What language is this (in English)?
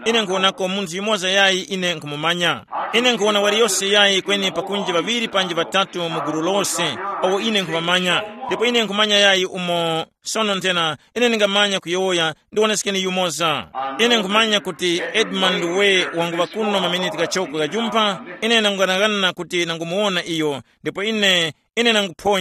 Tumbuka